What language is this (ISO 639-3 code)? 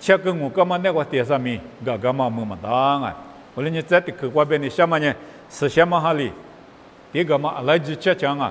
lis